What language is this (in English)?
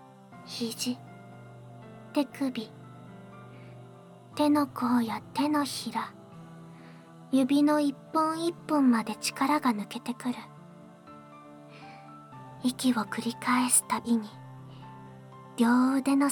Japanese